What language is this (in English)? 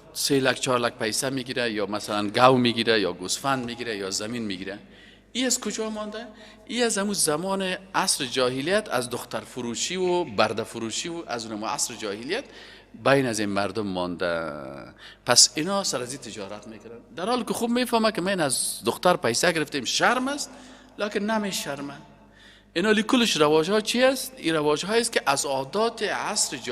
Persian